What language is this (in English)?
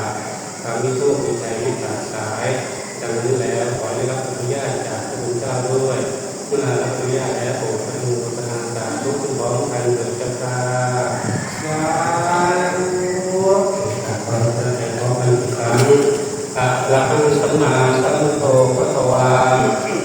Lao